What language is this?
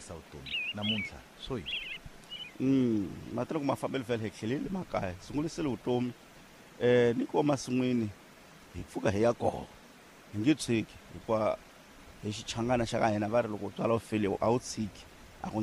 Tsonga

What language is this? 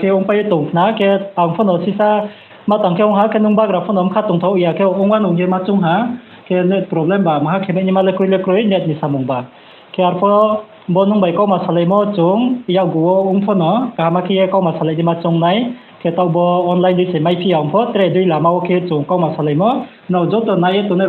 Riang (India)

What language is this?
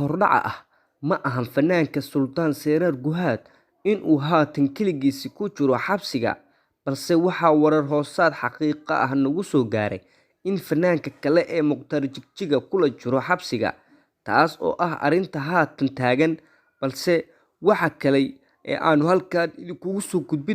Somali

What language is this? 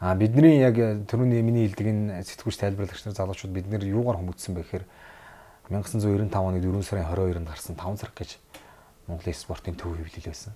Mongolian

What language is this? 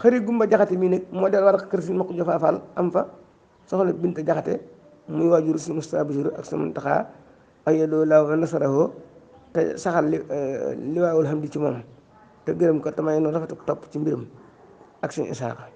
Wolof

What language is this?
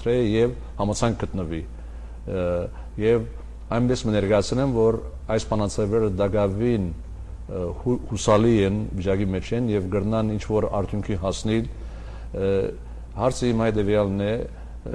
Armenian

